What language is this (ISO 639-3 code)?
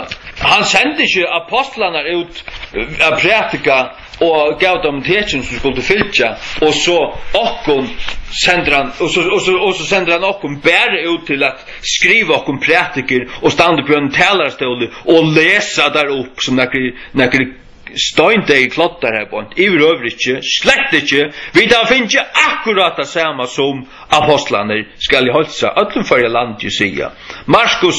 fao